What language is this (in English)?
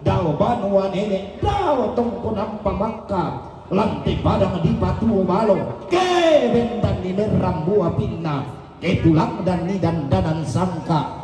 Toraja-Sa'dan